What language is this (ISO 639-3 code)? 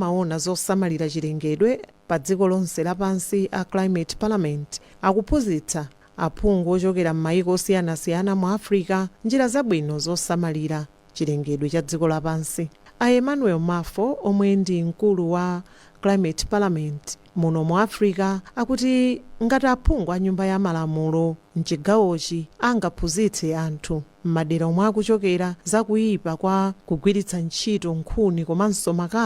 nya